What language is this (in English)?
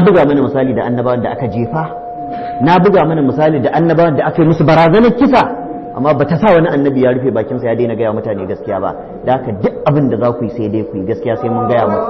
Hausa